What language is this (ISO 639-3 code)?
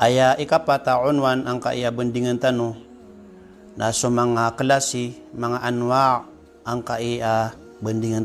mrw